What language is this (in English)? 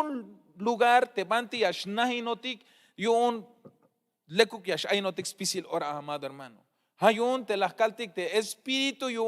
Tzeltal